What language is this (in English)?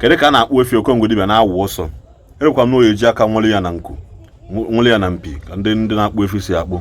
Igbo